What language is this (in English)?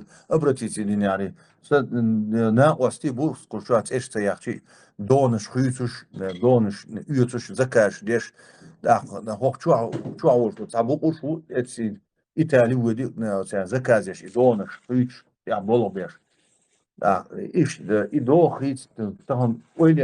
Chechen